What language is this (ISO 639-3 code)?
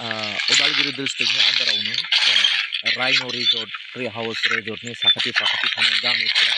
brx